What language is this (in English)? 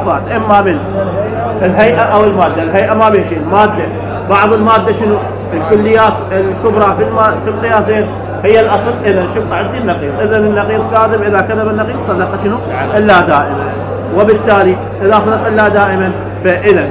Mesopotamian Arabic